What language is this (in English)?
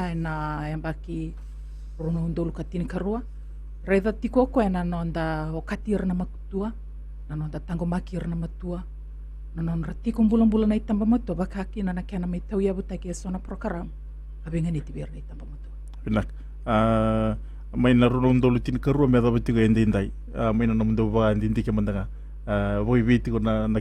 Fijian